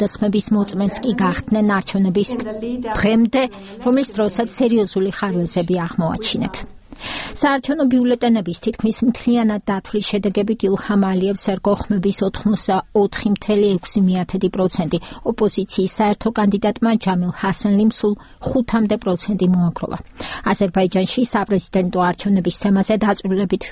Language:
Georgian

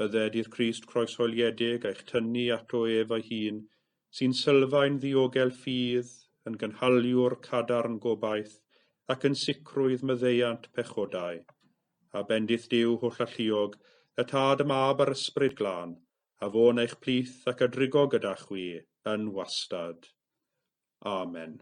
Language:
Welsh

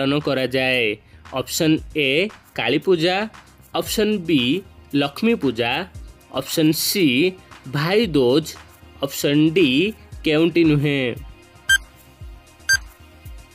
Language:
Odia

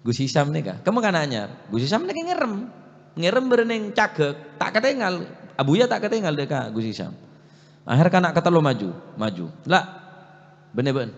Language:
Madurese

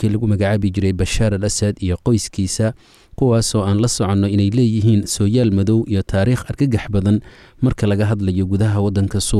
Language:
Somali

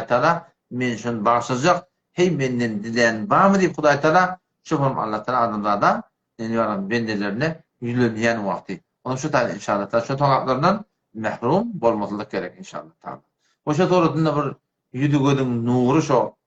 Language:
Turkmen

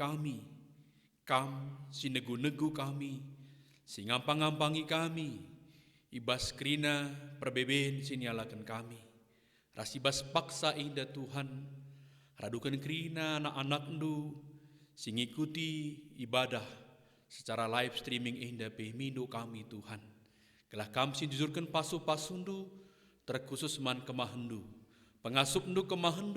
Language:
Batak Karo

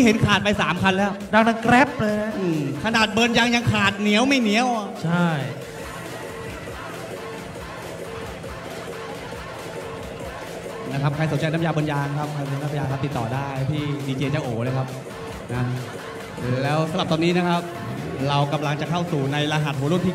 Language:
Thai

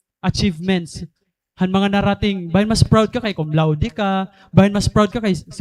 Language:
Waray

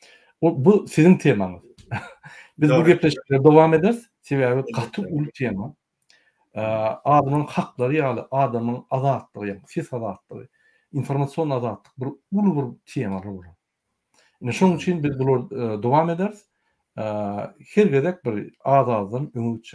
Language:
Turkmen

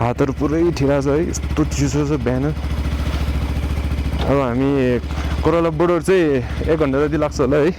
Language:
Nepali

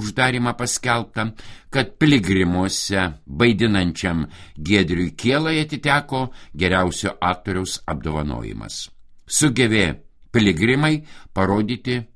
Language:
Lithuanian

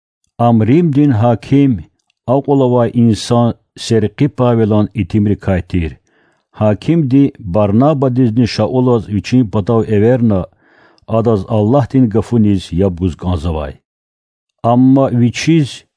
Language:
Lezghian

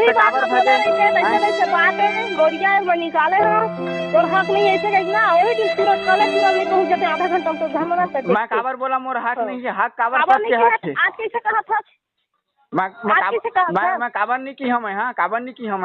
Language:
Chhattisgarhi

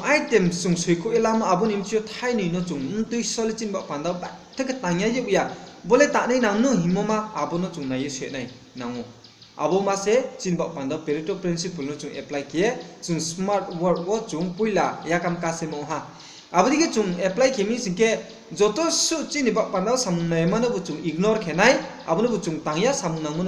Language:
Riang (India)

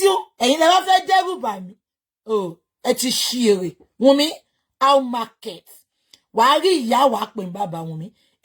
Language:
Yoruba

